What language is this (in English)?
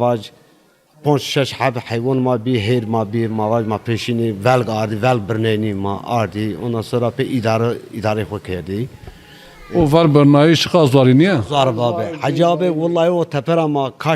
Zaza